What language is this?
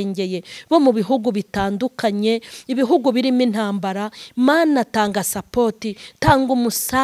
Kinyarwanda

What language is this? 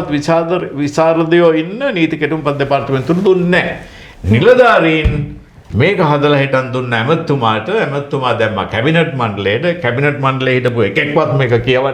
Sinhala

